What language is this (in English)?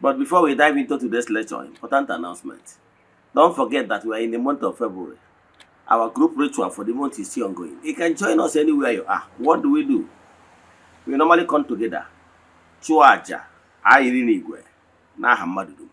Igbo